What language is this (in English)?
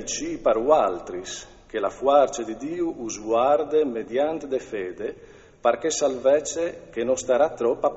Friulian